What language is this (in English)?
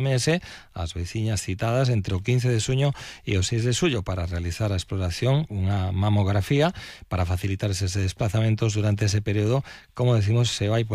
Galician